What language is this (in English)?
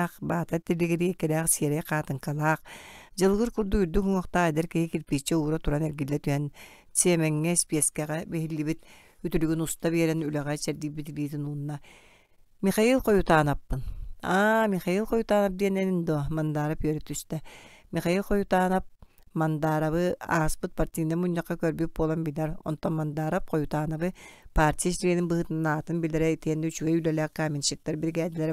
Yakut